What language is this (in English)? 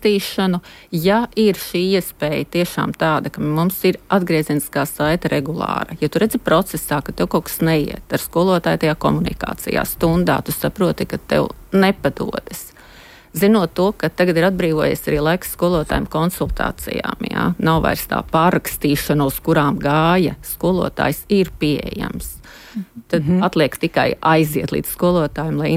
Latvian